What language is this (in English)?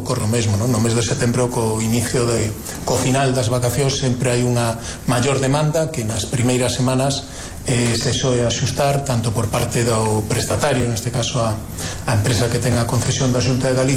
Galician